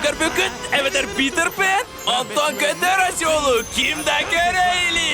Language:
Yakut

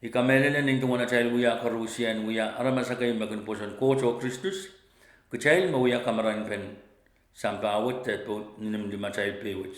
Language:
Pohnpeian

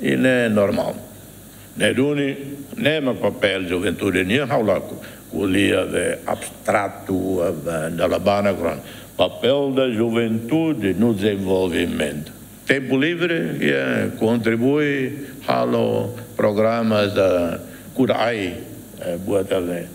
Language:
Tetum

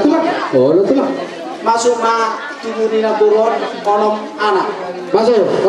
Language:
Batak Toba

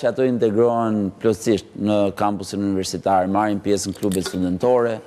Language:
Albanian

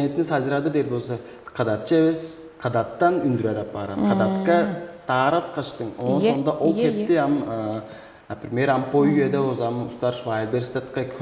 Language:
Tuvinian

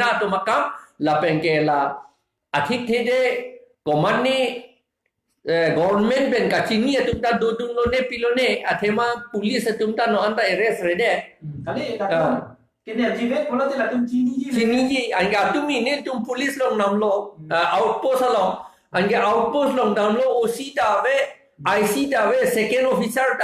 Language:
Karbi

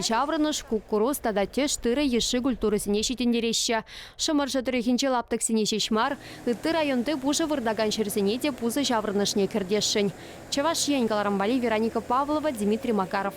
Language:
Chuvash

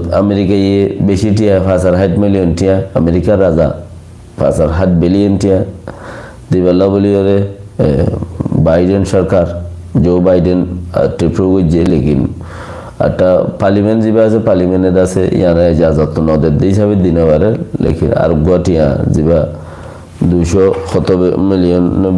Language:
Rohingya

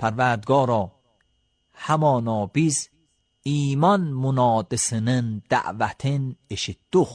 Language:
Azerbaijani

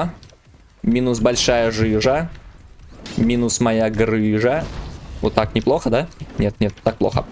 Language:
Russian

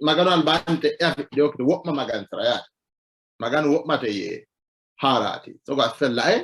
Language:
Sidamo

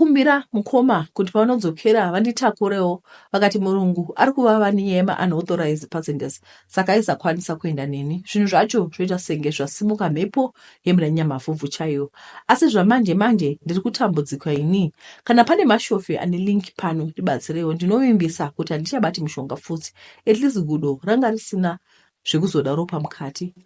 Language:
Shona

